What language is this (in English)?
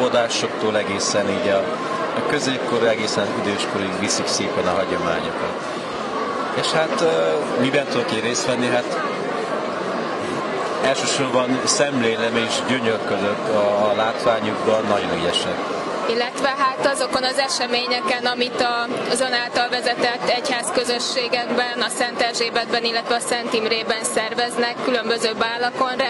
Hungarian